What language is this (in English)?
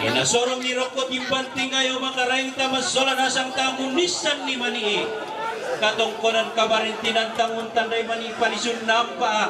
Toraja-Sa'dan